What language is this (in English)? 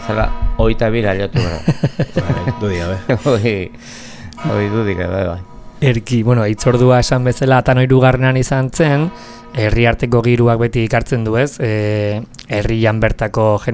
Basque